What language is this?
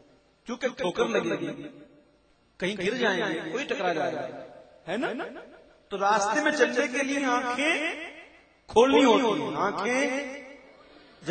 Urdu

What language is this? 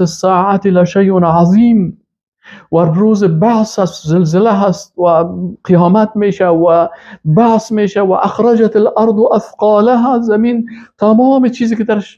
Persian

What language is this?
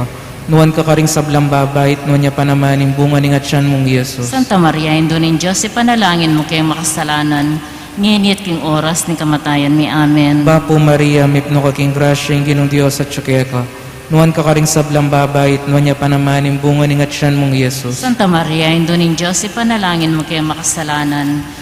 Pampanga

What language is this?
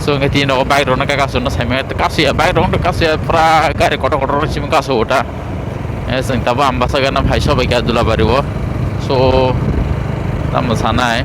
Kok Borok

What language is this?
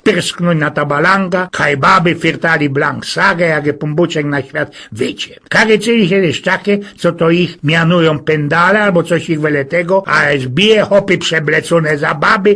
Silesian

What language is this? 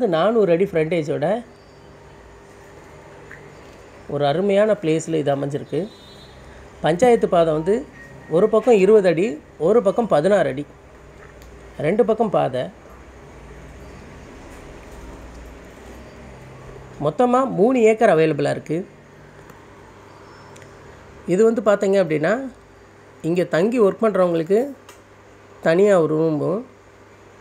Tamil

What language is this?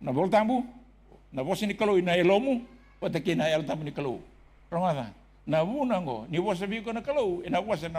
Fijian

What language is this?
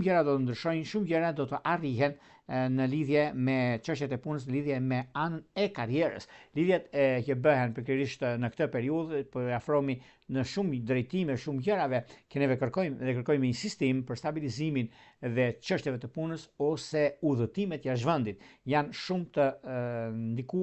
Albanian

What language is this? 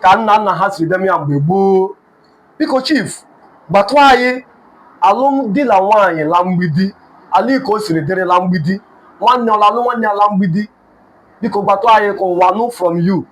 Igbo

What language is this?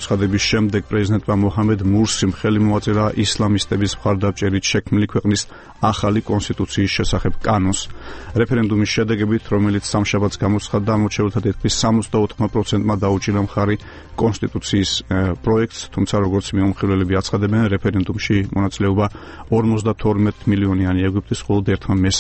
Georgian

